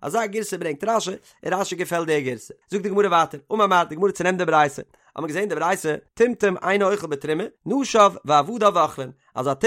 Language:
Yiddish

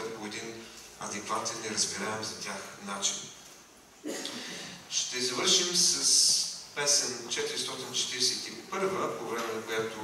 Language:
Bulgarian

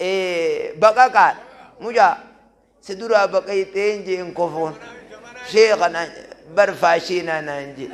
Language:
Oromo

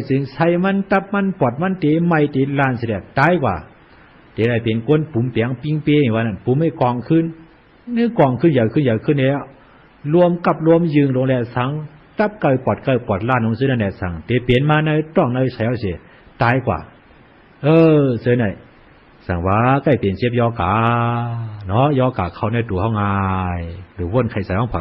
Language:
Shan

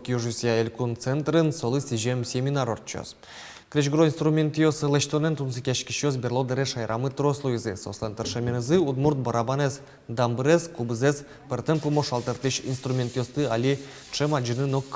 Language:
Udmurt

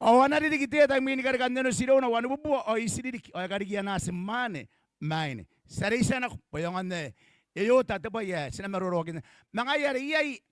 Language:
Gilbertese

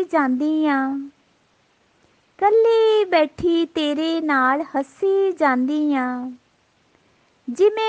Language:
Punjabi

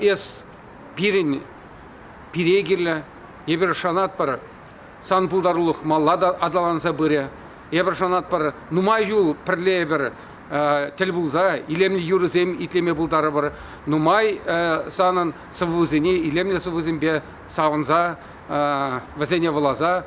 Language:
Chuvash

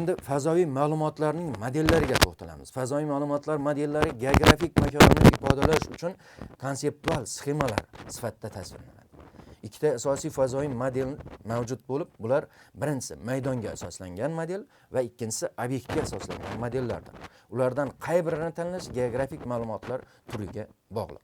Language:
Uzbek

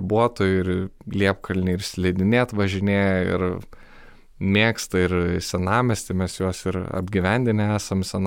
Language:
Lithuanian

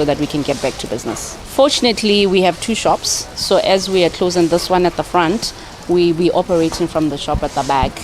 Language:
Tswana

